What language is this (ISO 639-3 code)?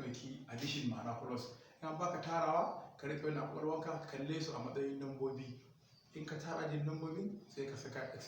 hau